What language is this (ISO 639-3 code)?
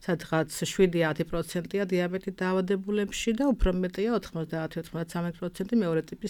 kat